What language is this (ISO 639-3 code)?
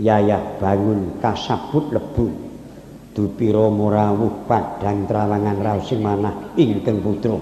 jav